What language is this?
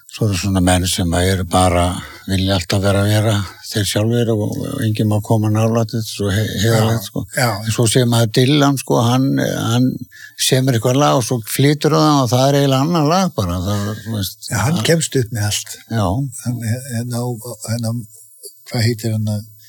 Icelandic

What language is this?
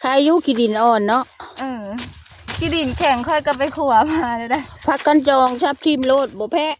Northeastern Thai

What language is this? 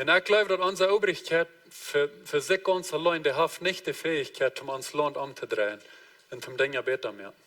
Plautdietsch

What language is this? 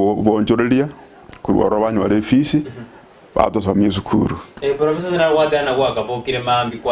Gusii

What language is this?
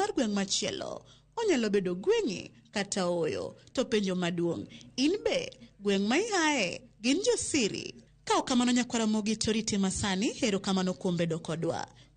Luo (Kenya and Tanzania)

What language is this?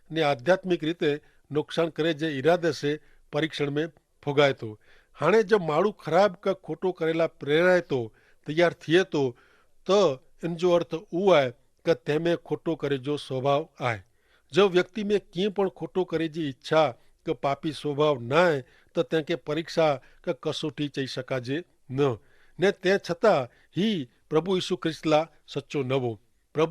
Kachhi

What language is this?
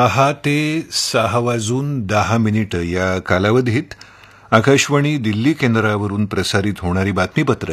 Marathi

